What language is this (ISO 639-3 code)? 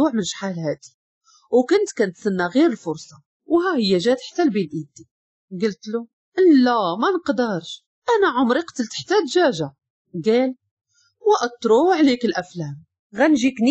ary